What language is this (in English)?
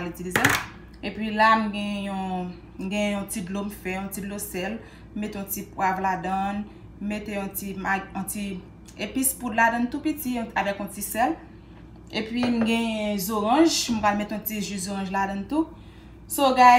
Haitian Creole